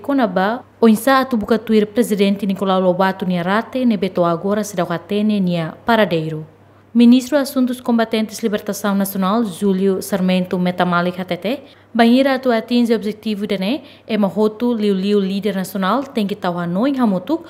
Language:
Tetum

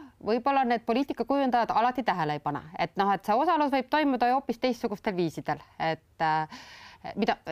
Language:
Estonian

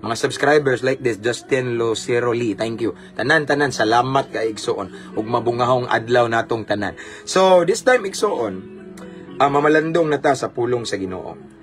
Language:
Cebuano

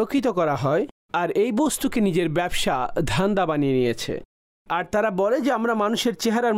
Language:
Bangla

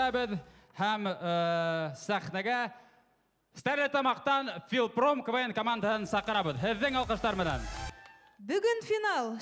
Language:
Bashkir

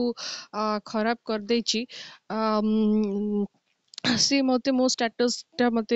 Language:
Odia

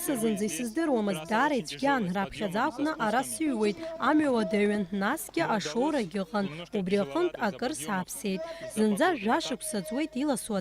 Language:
Abkhazian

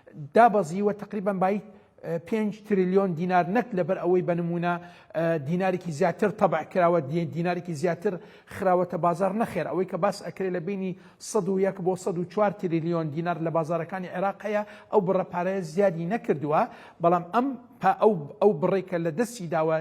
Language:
Central Kurdish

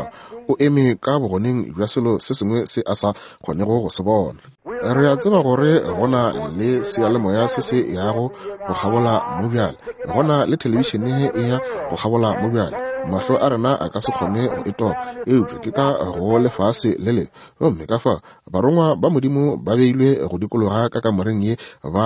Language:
Northern Sotho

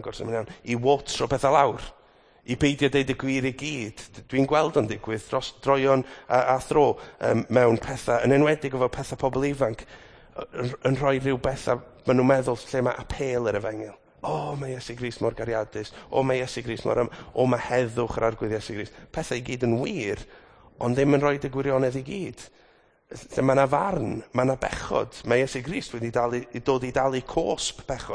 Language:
Welsh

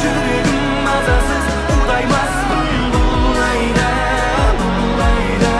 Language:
Kara-Kalpak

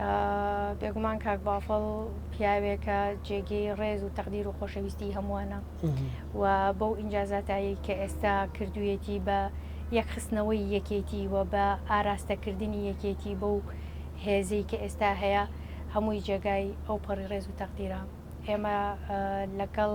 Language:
Central Kurdish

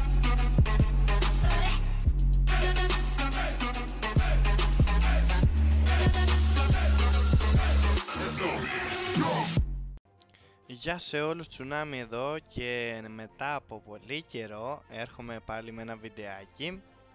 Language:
Greek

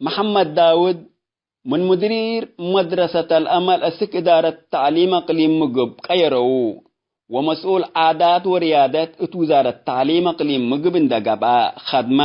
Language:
Tigre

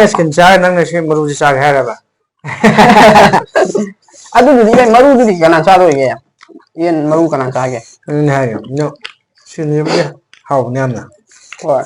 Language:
Manipuri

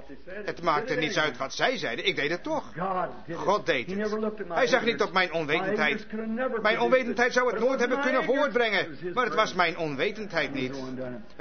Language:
Dutch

